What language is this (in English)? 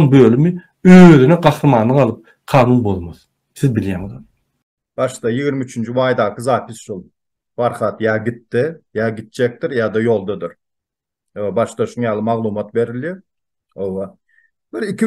Turkmen